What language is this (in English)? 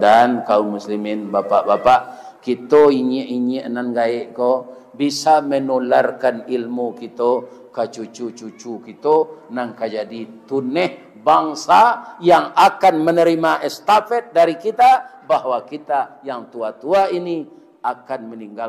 Minangkabau